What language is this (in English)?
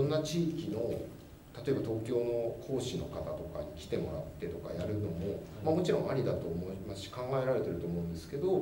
Japanese